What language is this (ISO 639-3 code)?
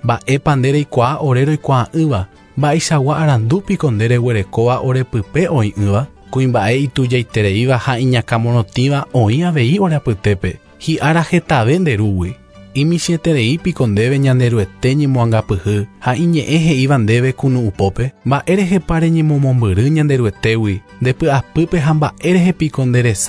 grn